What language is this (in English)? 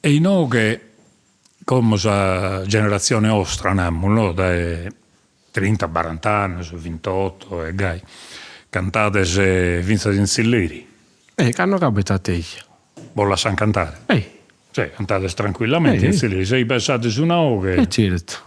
Sardinian